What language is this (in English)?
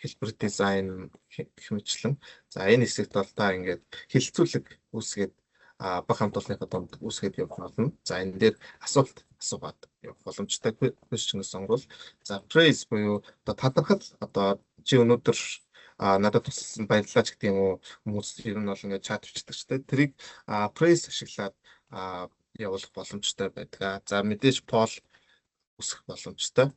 Mongolian